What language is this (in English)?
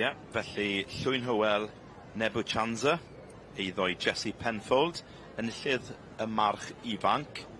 Welsh